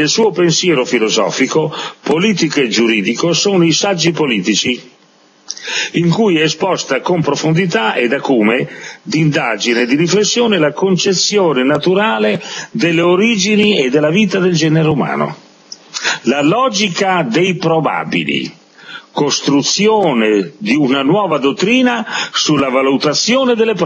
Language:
Italian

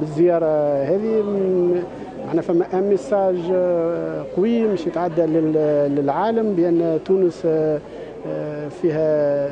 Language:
Tunisian Arabic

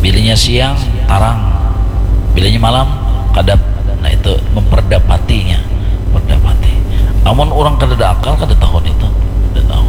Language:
Banjar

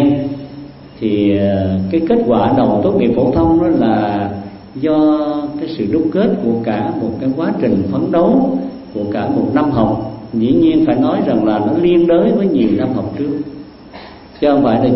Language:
Vietnamese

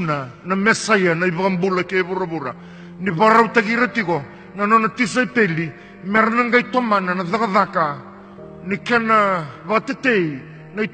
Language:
Fijian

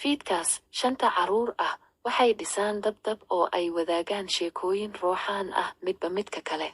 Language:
Somali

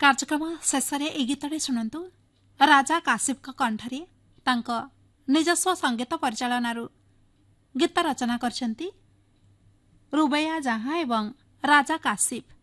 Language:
Odia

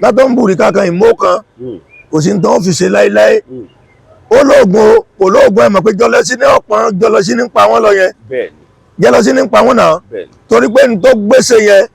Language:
Yoruba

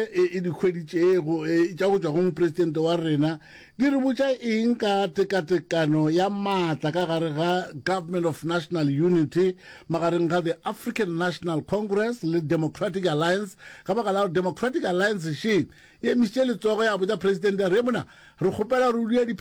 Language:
Northern Sotho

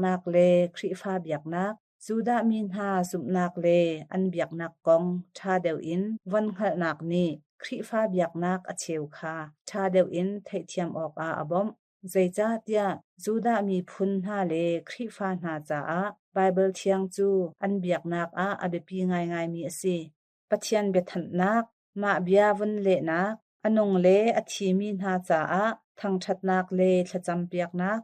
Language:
Hakha Chin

